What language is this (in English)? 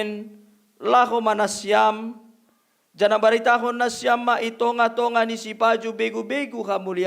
Batak Simalungun